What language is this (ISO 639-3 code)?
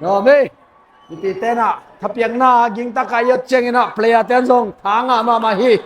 ctd